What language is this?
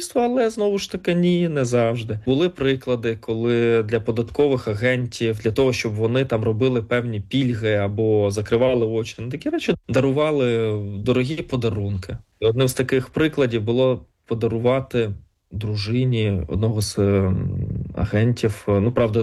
Ukrainian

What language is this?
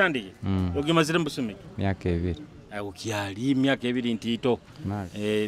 Tooro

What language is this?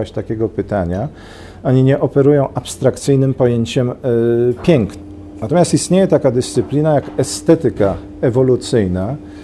Polish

